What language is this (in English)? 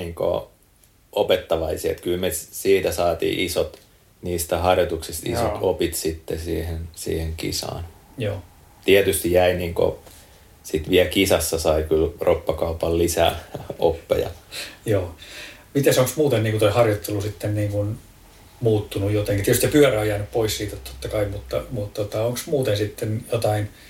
Finnish